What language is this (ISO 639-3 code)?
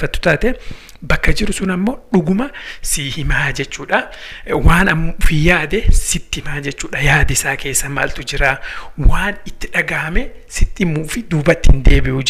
orm